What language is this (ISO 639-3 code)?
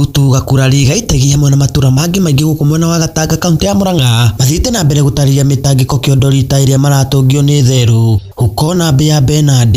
kik